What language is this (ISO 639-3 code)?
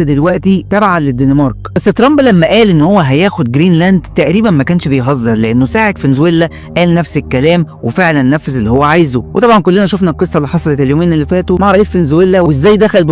arz